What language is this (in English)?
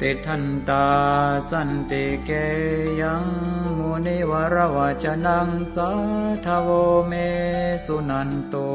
Pali